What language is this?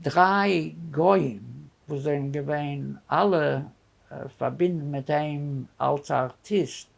Yiddish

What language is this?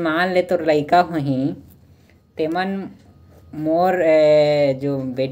Chhattisgarhi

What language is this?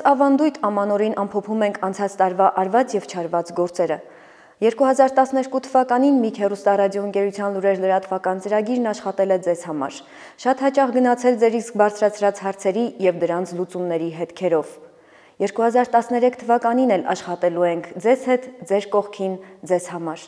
Armenian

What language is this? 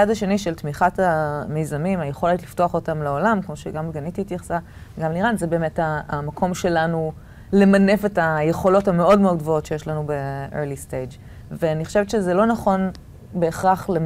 Hebrew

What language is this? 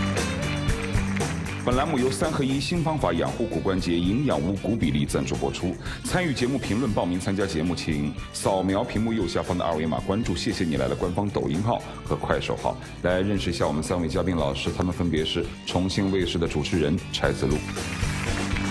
Chinese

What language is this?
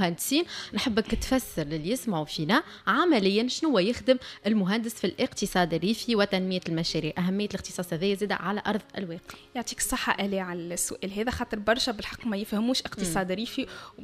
Tunisian Arabic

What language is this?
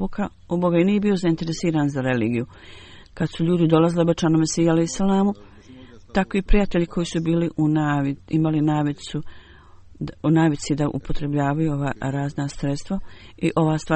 Bosnian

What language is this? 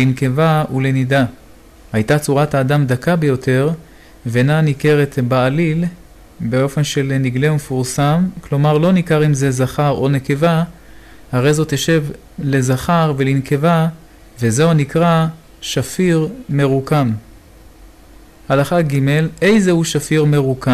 Hebrew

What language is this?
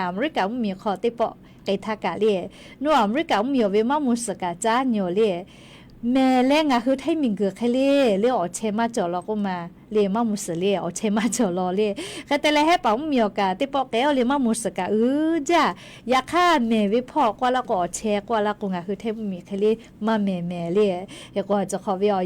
Lahu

